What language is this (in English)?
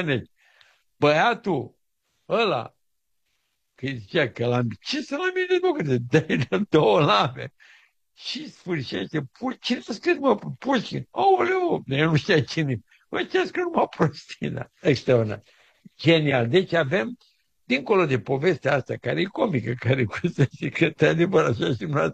Romanian